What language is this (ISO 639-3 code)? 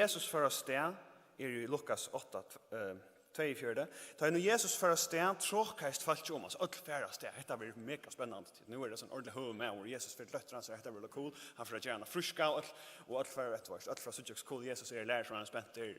fao